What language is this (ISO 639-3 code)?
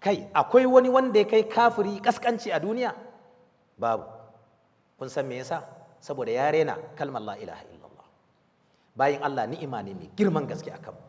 hau